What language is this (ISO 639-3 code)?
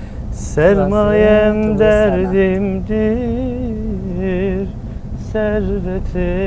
zza